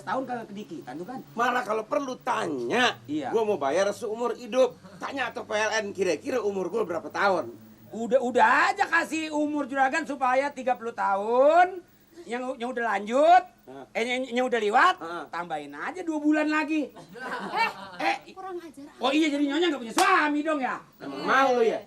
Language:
Betawi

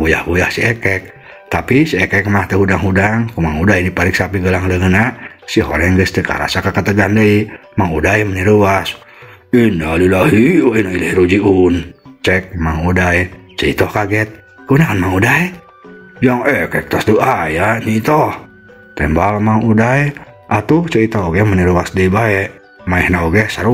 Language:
Sundanese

